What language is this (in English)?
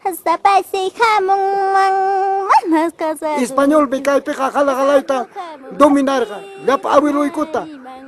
Ayacucho Quechua